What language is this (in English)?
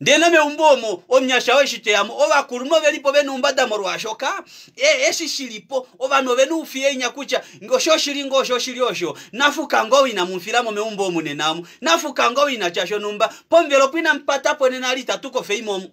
Kuanyama